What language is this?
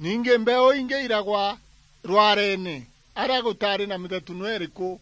Meru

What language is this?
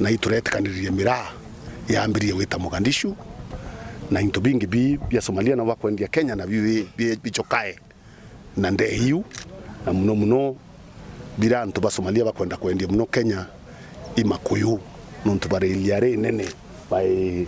Meru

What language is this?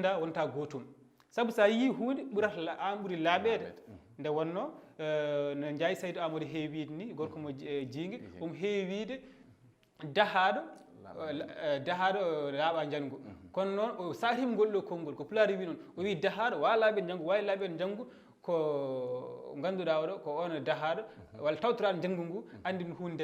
Fula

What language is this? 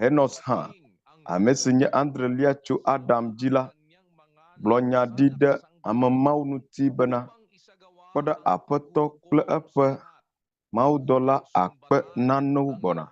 Ewe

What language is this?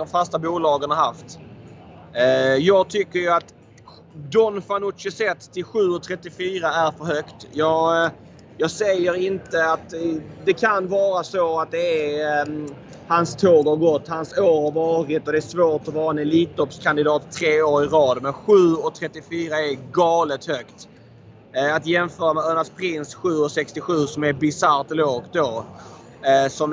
Swedish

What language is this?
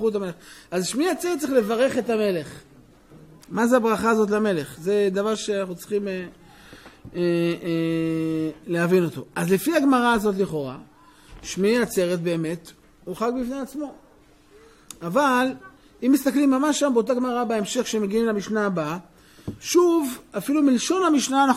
Hebrew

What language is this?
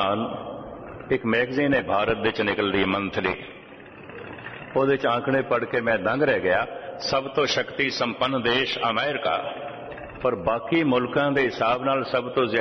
Punjabi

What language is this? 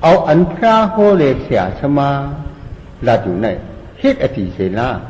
Shan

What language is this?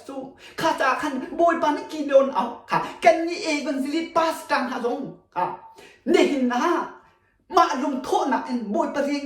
Hakha Chin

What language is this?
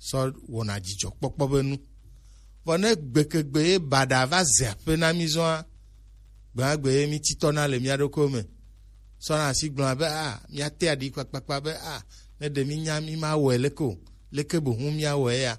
Gen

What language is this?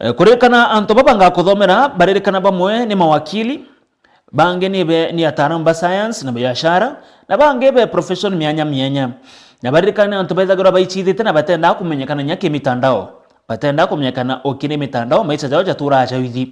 Meru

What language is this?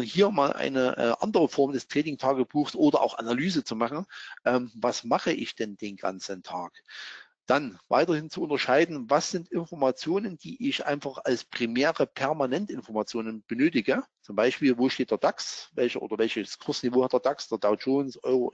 German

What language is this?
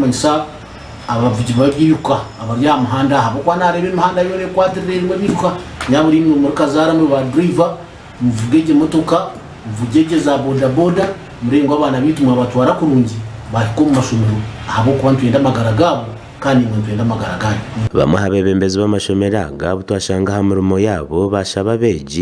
Nyankole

